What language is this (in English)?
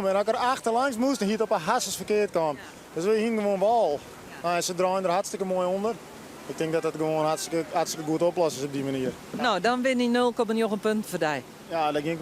Western Frisian